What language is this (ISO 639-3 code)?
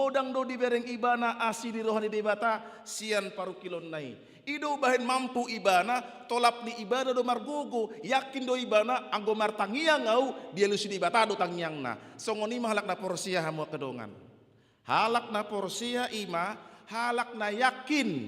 bbc